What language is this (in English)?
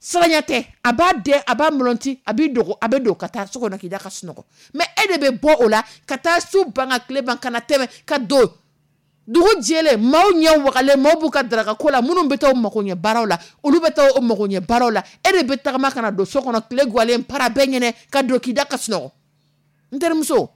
Dyula